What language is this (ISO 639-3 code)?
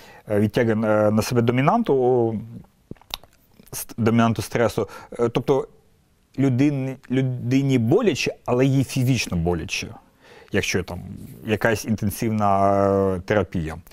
ukr